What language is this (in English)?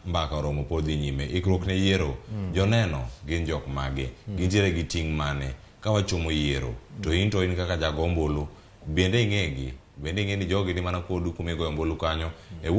Luo (Kenya and Tanzania)